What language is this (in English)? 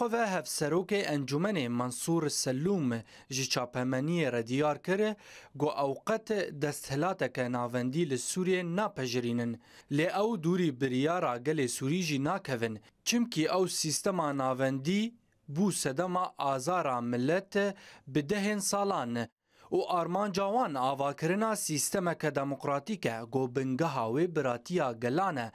Kurdish